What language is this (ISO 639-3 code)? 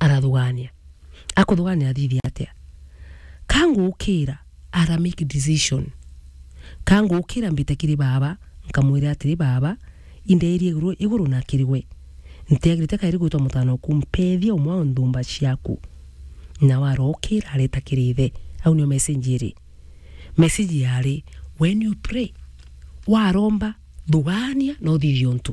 mer